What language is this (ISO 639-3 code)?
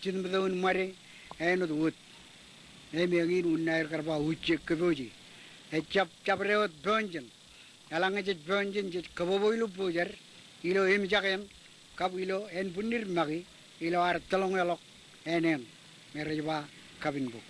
mah